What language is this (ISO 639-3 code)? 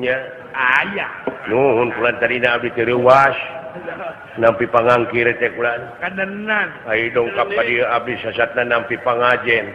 sun